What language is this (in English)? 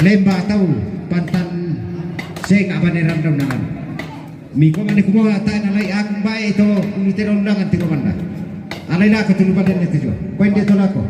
Toraja-Sa'dan